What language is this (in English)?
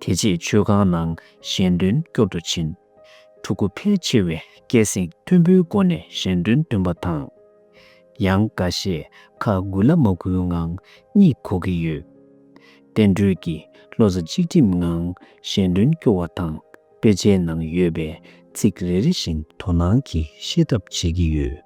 Tibetan